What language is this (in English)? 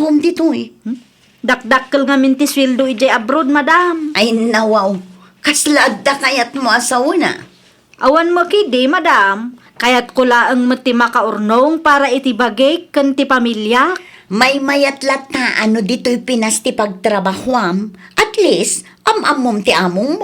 Iloko